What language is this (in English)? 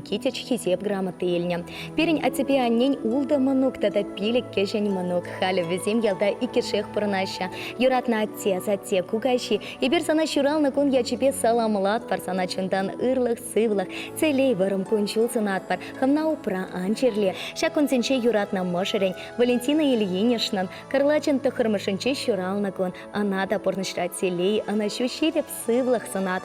Chuvash